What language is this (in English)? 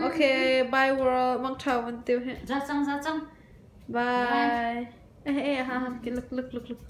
Hakha Chin